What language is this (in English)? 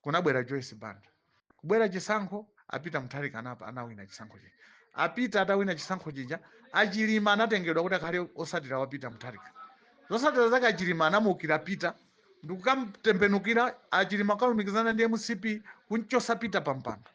Nyanja